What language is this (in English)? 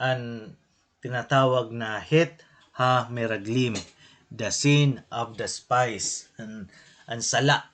Waray